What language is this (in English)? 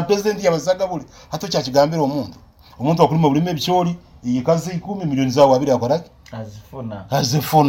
Nyoro